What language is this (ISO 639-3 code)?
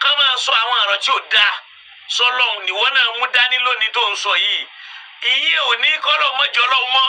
yor